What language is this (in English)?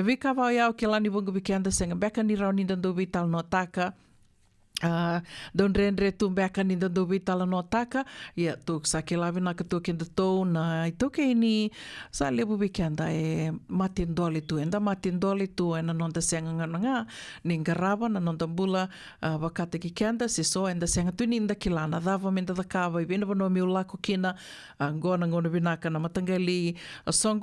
Fijian